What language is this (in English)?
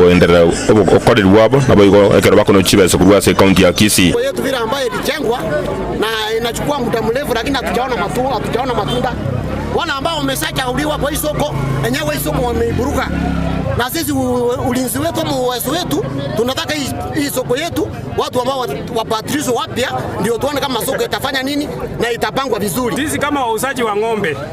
Gusii